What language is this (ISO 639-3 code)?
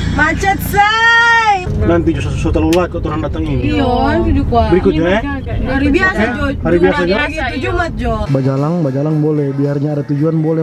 xmm